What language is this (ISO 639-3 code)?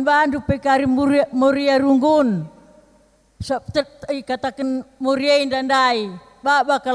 btx